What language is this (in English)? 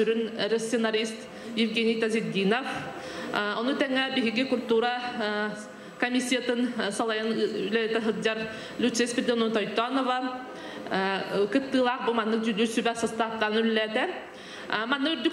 Yakut